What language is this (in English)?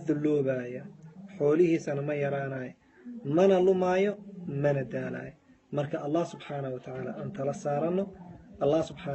Somali